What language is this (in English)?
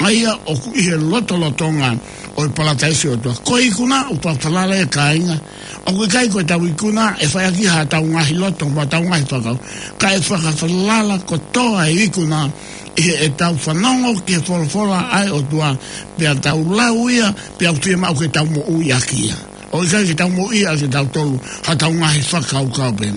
Tongan